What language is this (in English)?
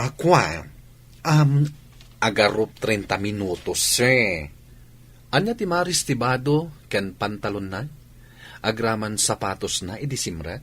Iloko